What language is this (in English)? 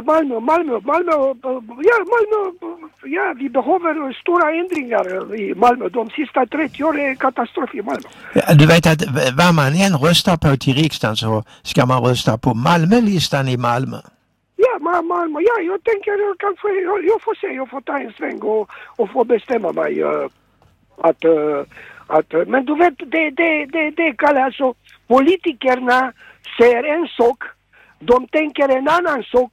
Swedish